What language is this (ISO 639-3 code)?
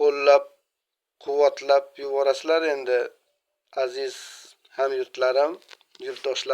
uzb